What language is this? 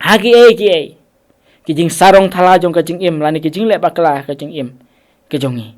Khasi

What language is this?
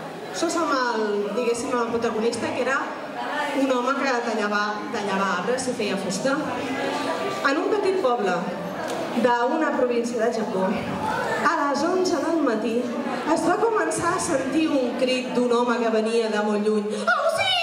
Catalan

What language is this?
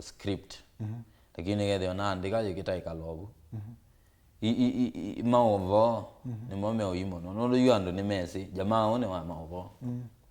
Kamba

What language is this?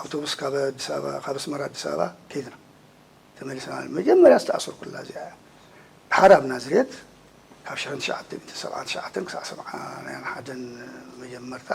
Tigrinya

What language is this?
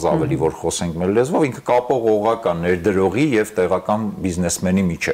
Armenian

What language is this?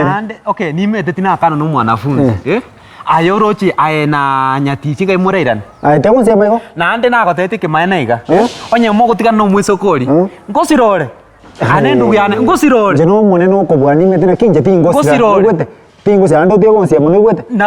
Gusii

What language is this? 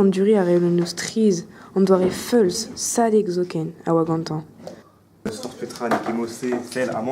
Breton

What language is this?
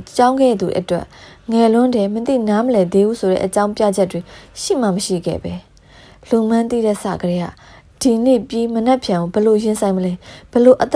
Burmese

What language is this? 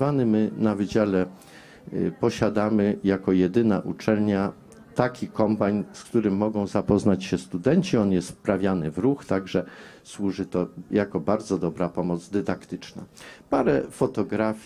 Polish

